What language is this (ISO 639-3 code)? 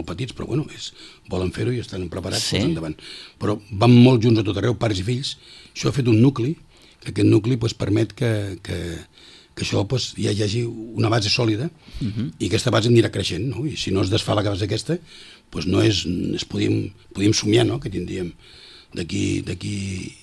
cat